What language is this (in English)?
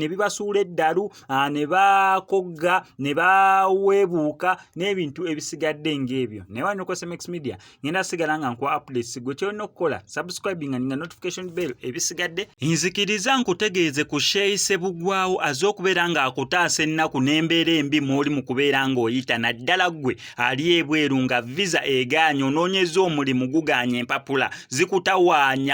Ganda